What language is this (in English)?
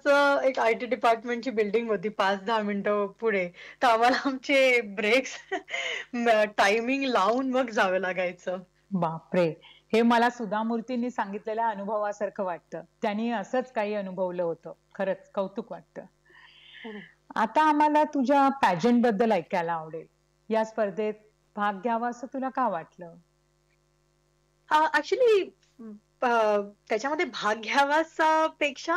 Marathi